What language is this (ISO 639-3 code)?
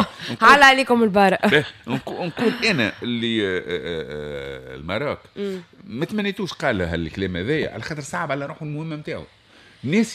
aeb